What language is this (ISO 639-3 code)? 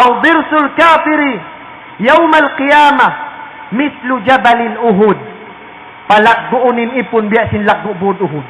tsg